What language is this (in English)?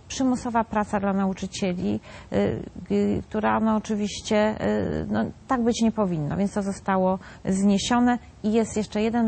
Polish